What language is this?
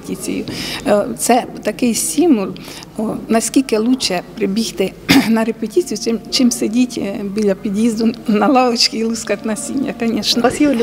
Ukrainian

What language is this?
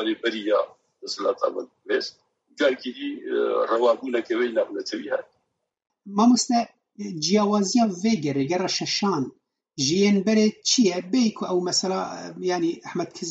Kurdish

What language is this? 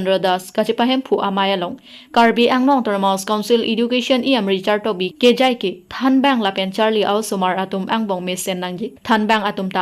Karbi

